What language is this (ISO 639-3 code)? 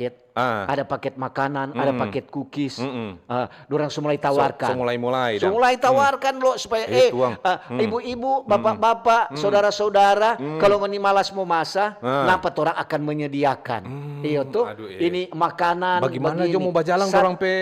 xmm